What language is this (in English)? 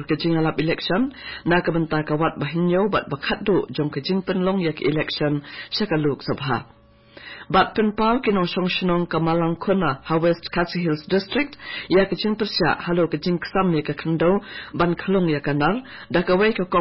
Khasi